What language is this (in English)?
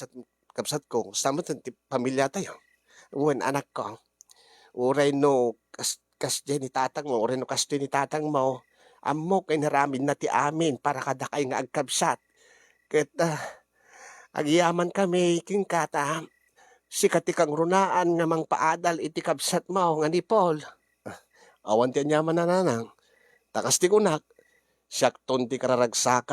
Iloko